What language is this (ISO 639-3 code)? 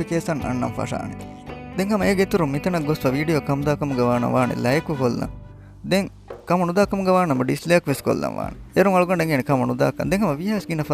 div